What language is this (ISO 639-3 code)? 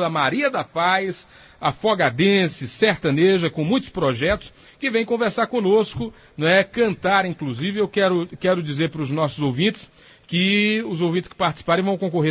por